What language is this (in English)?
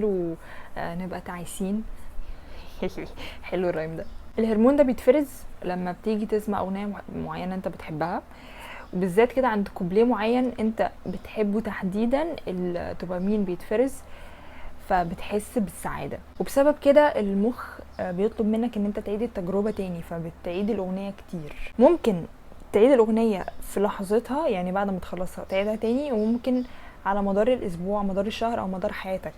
Egyptian Arabic